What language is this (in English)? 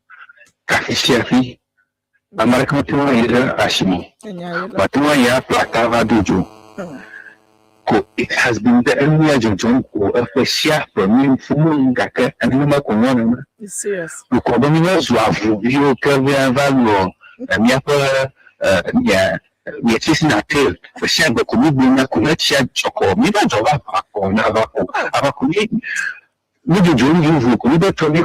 Ewe